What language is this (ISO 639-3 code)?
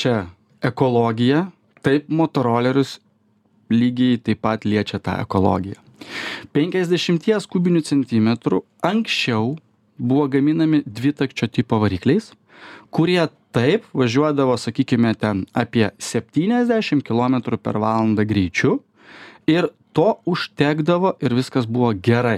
lit